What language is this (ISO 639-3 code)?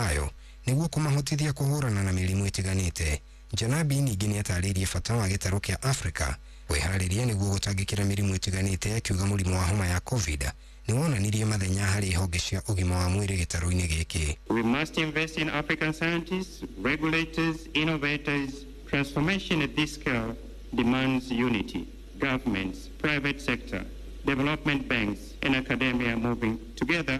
kik